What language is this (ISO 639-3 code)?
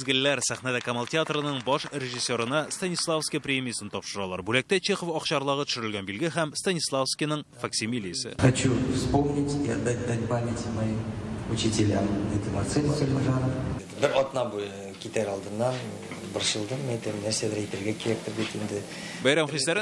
tat